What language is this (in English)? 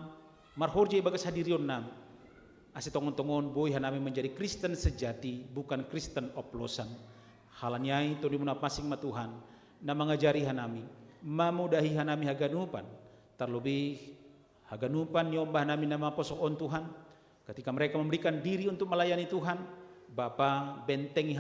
Batak Simalungun